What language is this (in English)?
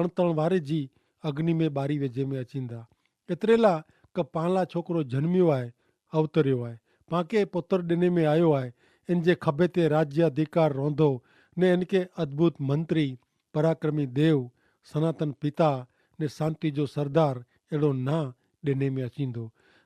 Kachhi